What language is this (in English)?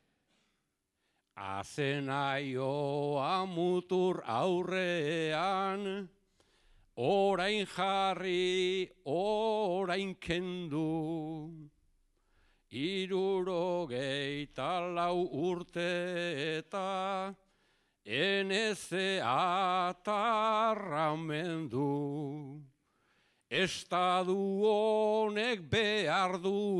Basque